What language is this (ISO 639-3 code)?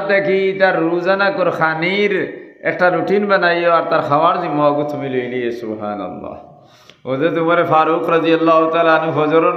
syl